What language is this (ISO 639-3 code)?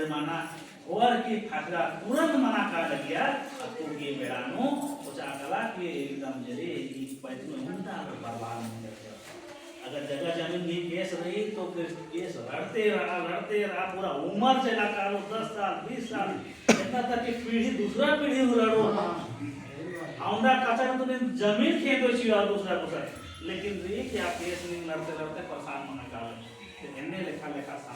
kru